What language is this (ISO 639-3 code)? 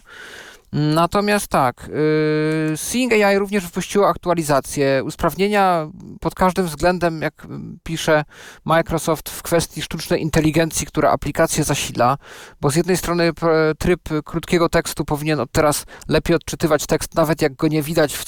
pol